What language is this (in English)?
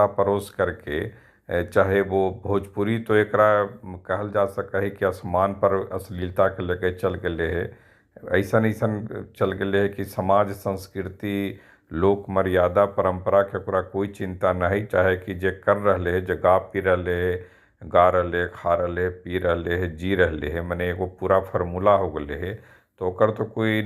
Magahi